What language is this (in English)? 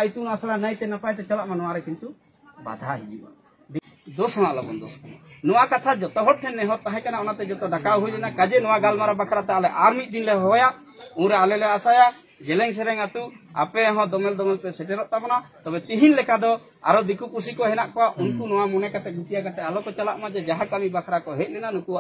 Santali